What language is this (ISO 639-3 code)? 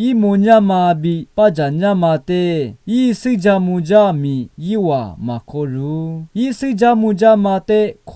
lis